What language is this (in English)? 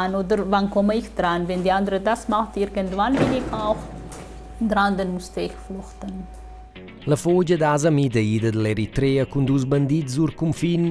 Romansh